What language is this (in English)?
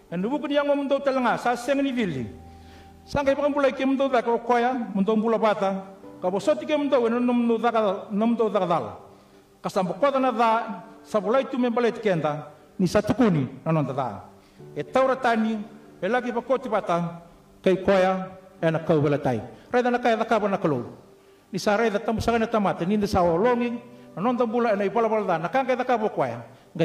Fijian